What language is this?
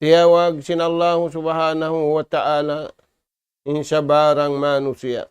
Tausug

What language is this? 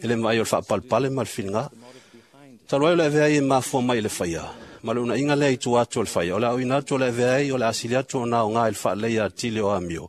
Samoan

